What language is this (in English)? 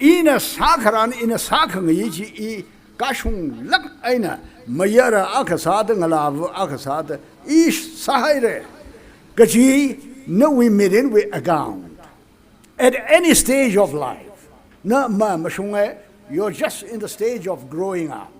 Tangkhul Naga (India)